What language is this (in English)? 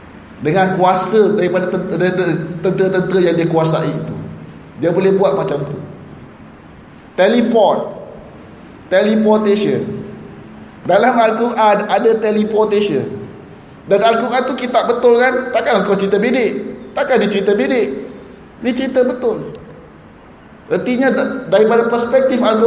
Malay